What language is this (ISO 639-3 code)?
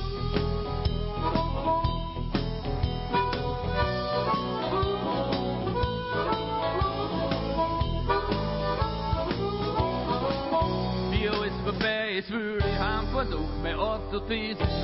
deu